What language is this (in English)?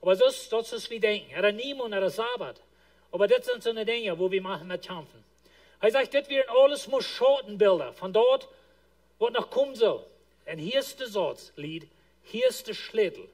Plautdietsch